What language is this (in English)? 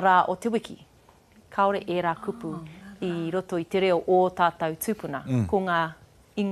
Māori